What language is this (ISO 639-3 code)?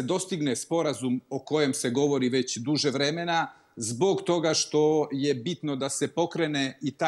srp